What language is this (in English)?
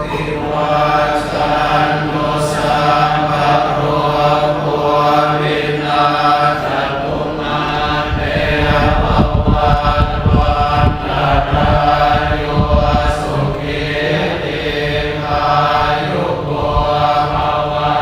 Pali